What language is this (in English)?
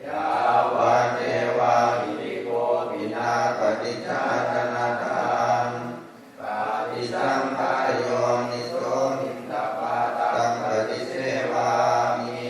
Pali